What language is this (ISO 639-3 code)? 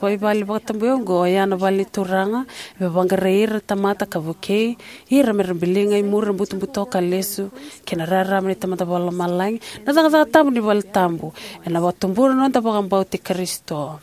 fij